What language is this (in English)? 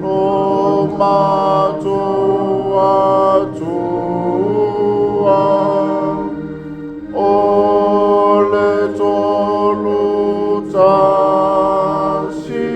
Samoan